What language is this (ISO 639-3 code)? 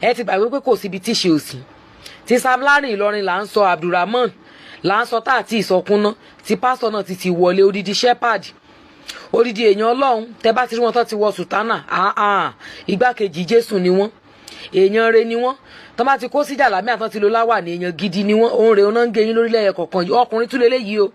yor